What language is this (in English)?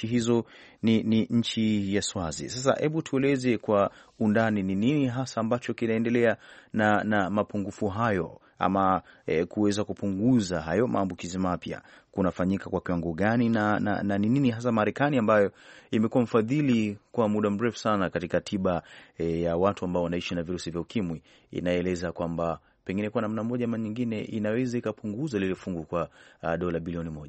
Swahili